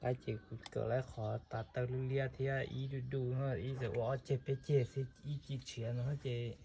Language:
Hmong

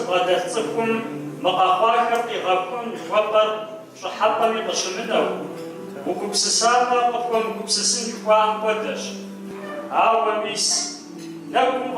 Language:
Kabardian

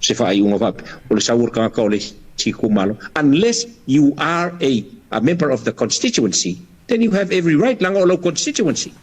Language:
Samoan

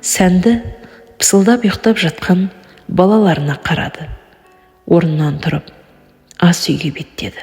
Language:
Kazakh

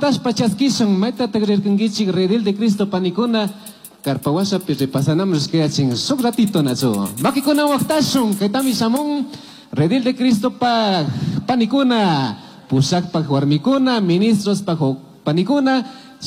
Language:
Chimborazo Highland Quichua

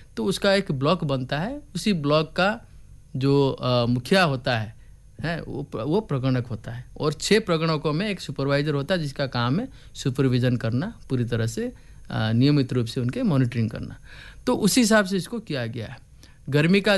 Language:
Hindi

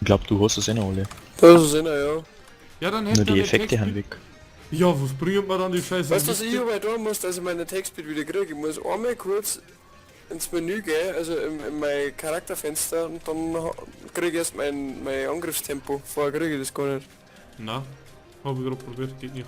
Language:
Bavarian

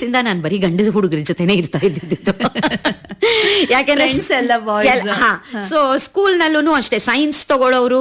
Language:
Kannada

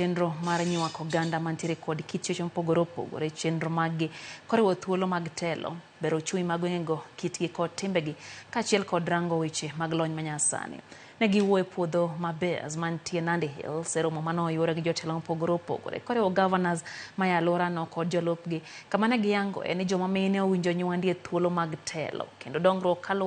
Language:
Luo (Kenya and Tanzania)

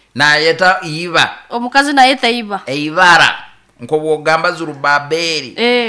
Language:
Nyoro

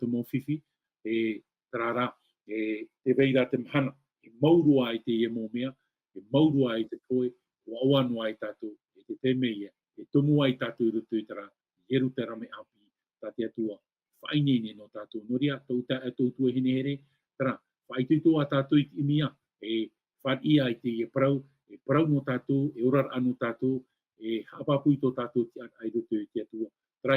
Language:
Tahitian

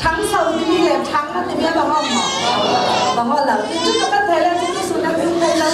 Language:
Falam Chin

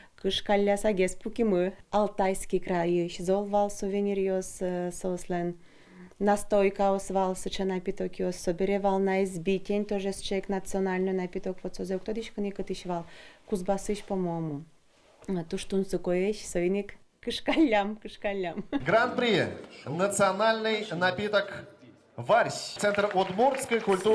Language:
Udmurt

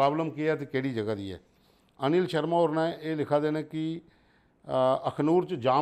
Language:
Dogri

